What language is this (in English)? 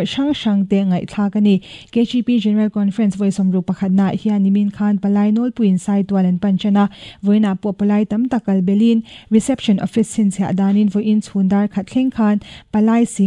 Mizo